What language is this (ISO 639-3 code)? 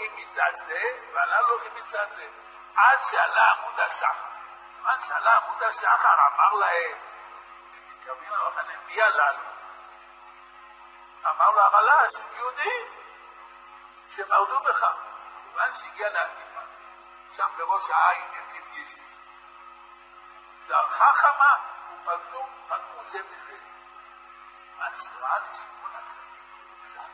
heb